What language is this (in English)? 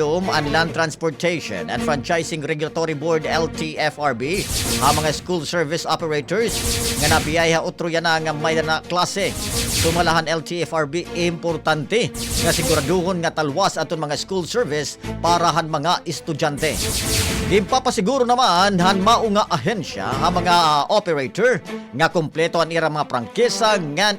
Waray